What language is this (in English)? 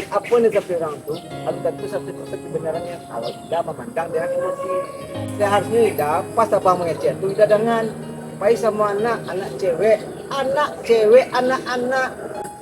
Minangkabau